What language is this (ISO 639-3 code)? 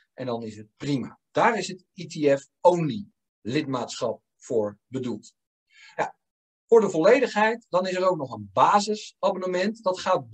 nld